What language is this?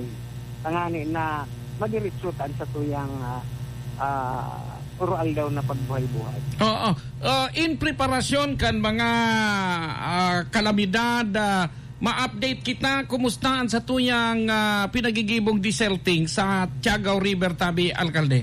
Bikol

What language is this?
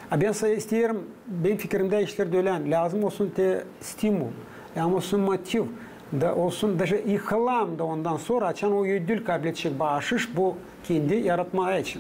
Gagauz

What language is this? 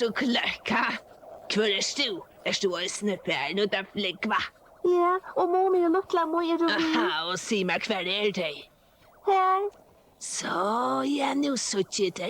Faroese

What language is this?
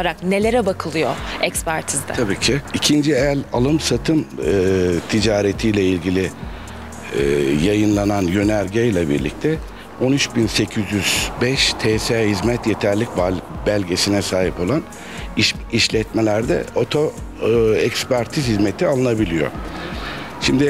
Turkish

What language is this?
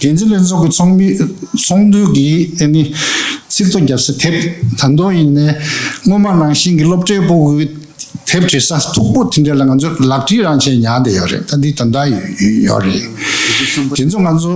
Tibetan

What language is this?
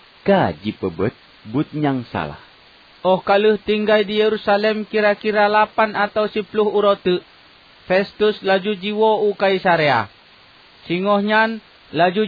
Achinese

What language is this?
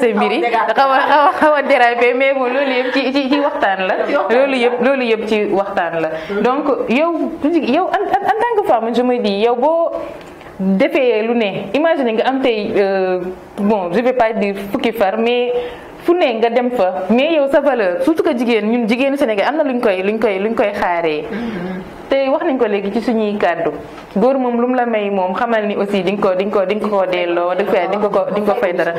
Wolof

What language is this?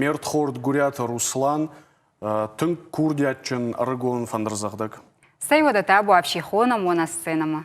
Ossetic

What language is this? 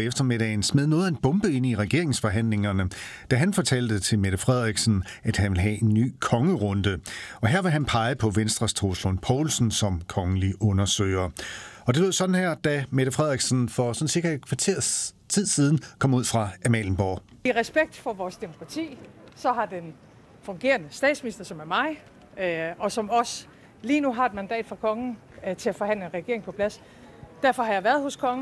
Danish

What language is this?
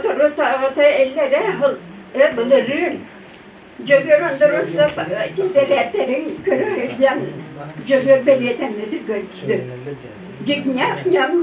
Yakut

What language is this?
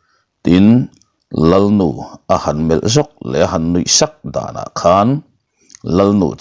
Mizo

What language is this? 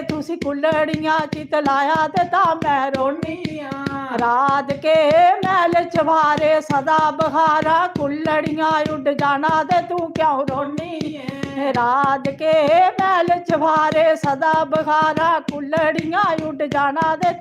Dogri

